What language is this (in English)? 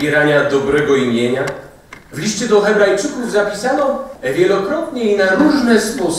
Polish